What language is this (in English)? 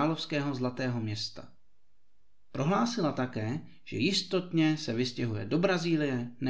Czech